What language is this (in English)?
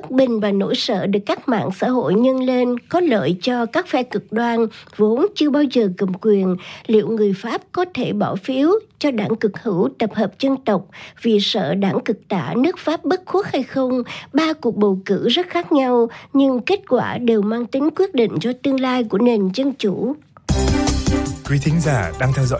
Vietnamese